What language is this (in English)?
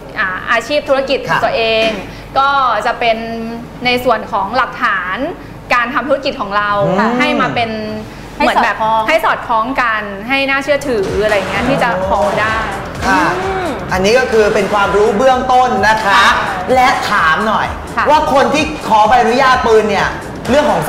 Thai